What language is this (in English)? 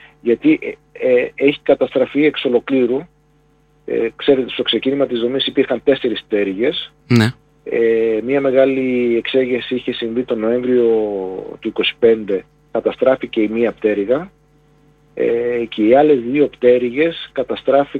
Greek